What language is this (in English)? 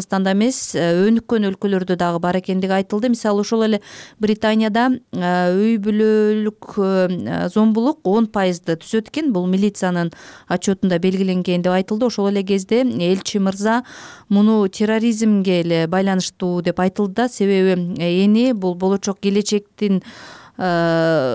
Kyrgyz